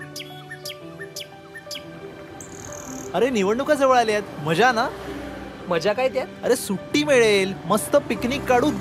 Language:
Marathi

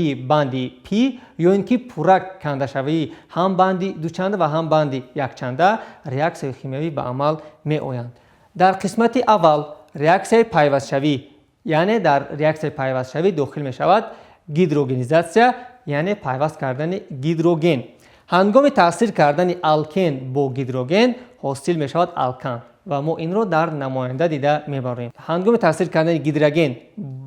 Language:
Tajik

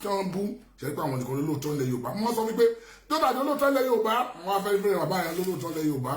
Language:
Yoruba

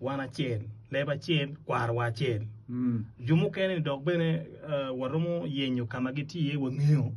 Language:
Acoli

